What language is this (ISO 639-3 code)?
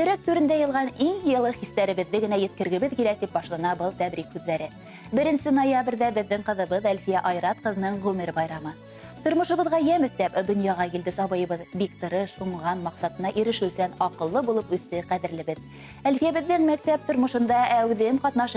bak